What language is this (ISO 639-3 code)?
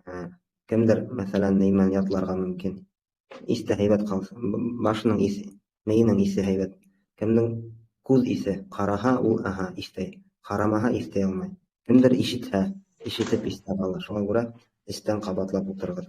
bak